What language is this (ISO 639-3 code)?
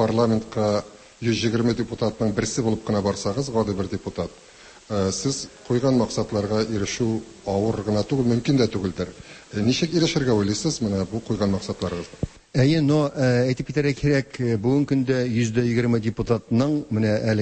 tat